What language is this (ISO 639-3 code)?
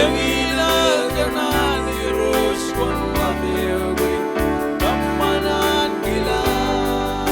mah